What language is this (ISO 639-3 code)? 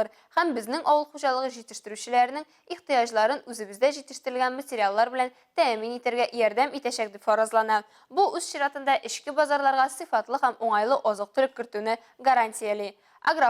tat